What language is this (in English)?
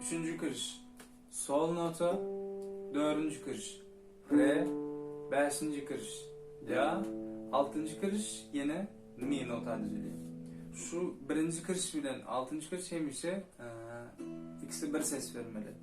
Turkmen